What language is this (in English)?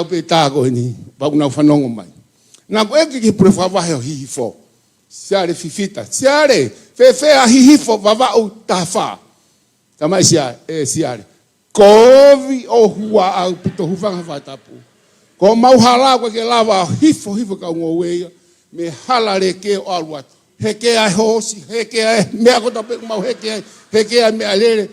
Tongan